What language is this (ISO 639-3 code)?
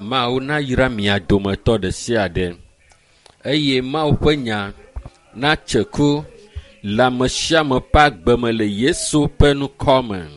ewe